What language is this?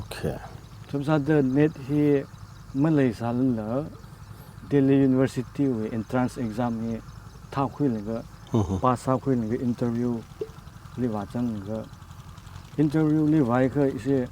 Tangkhul Naga (India)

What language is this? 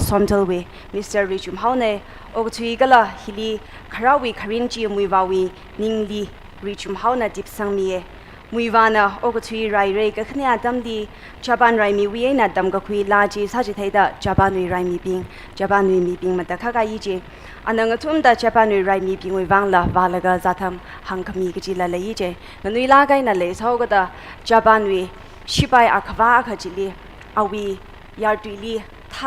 Tangkhul Naga (India)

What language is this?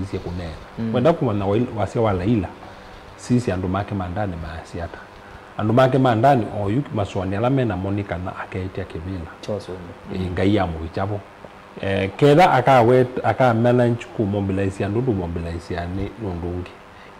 Kamba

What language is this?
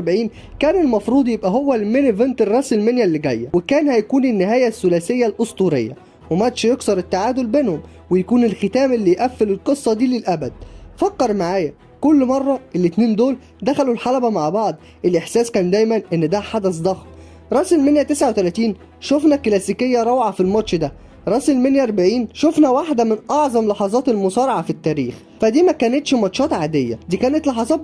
Egyptian Arabic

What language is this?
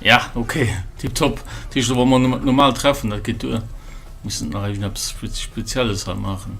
Luxembourgish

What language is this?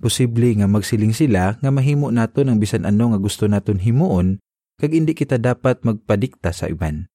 Hiligaynon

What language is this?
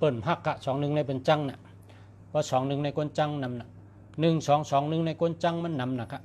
Shan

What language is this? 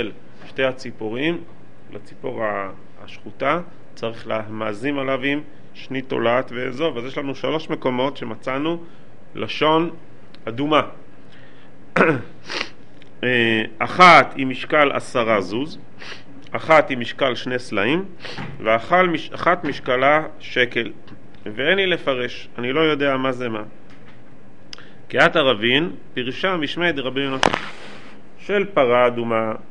Hebrew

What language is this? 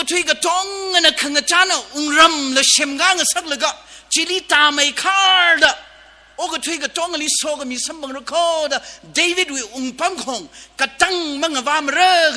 Tangkhul Naga (India)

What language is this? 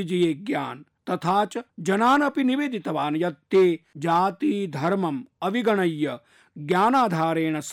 Sanskrit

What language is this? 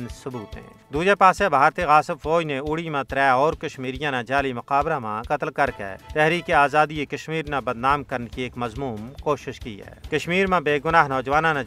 Gujari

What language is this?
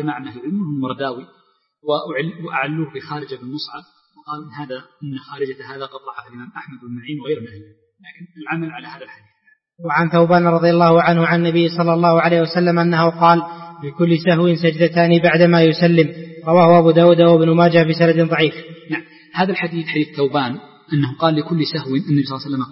Arabic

